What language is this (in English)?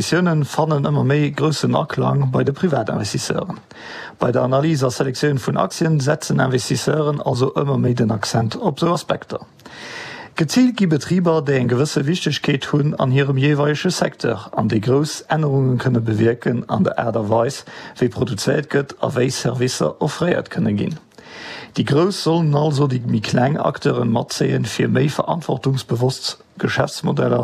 Luxembourgish